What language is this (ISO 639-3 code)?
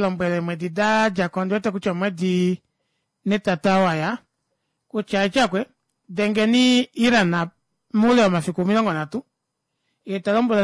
kua